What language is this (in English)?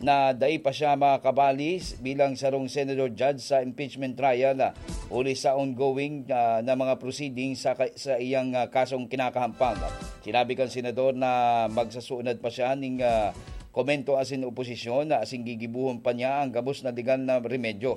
Bikol